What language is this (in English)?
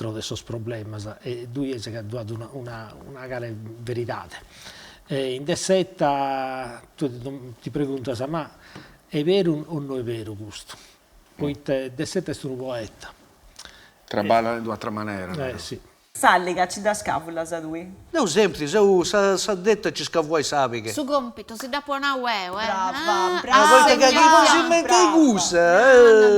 Sardinian